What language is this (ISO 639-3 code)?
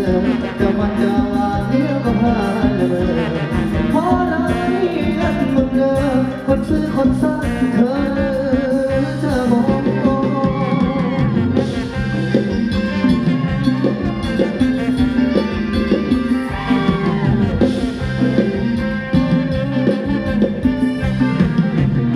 tha